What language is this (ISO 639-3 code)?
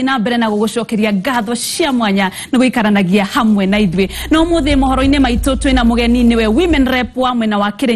kik